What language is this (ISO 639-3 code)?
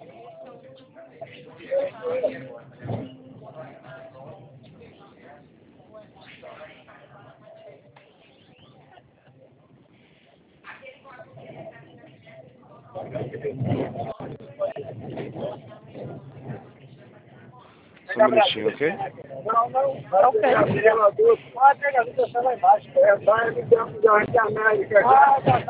por